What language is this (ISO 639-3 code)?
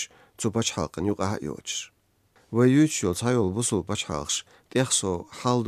che